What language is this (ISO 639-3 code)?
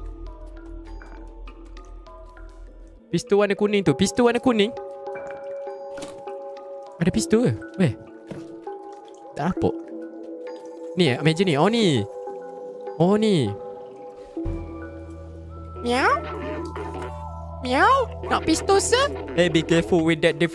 msa